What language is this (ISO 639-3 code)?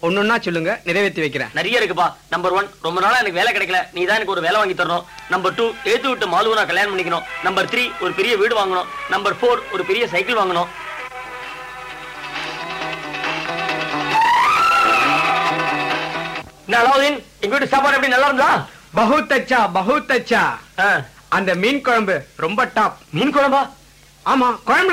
tam